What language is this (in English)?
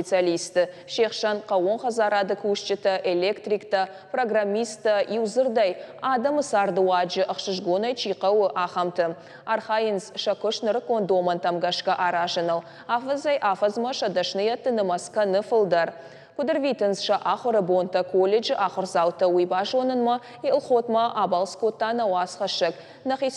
Ossetic